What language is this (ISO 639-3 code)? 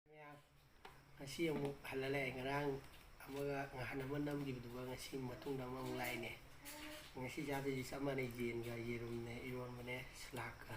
mni